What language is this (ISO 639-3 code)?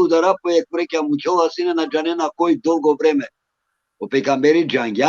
rmn